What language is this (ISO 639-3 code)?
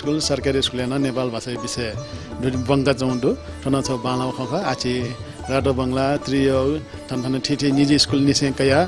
new